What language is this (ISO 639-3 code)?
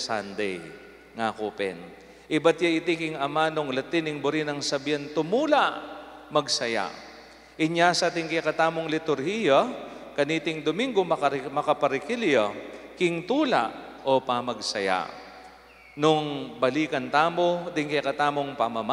pam